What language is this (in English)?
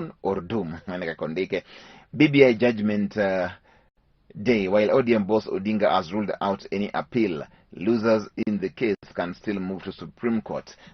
Luo (Kenya and Tanzania)